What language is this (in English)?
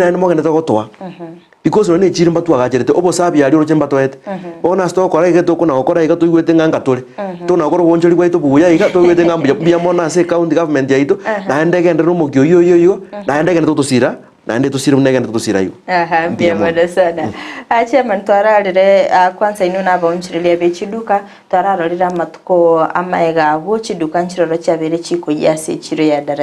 Gusii